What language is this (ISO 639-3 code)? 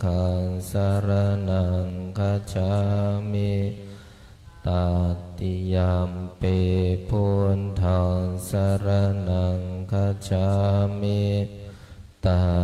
pli